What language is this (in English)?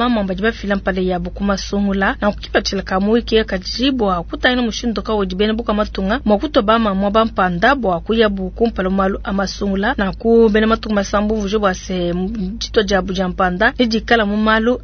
Luba-Lulua